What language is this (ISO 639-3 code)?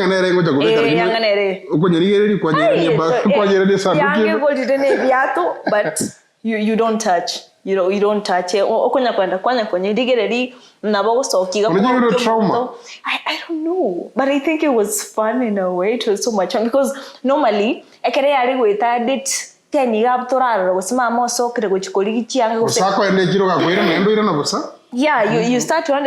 guz